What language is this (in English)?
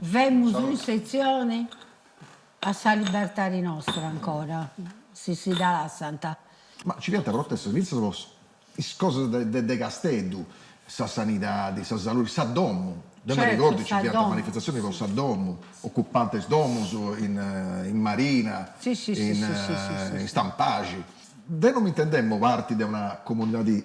Sardinian